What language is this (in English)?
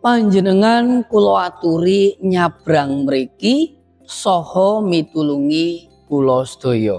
Javanese